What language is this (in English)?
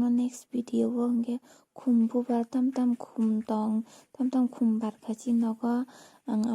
Kok Borok